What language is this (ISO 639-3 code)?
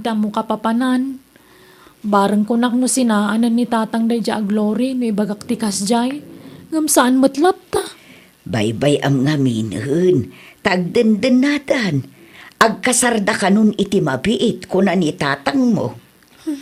ilo